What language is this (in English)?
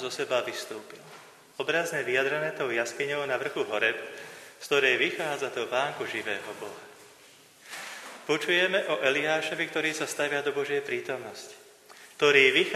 Slovak